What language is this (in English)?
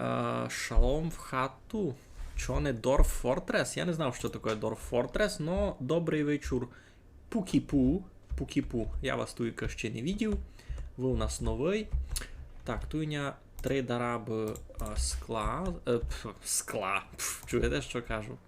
Rusyn